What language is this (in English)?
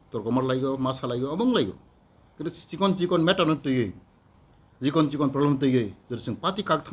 Kok Borok